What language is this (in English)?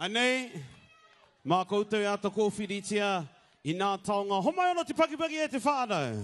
Māori